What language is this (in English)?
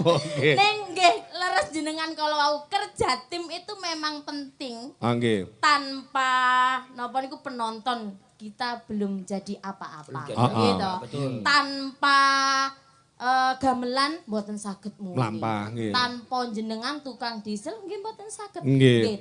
Javanese